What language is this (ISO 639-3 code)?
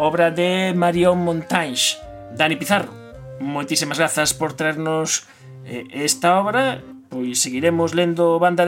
glg